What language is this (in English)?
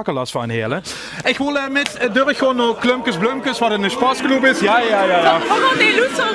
Limburgish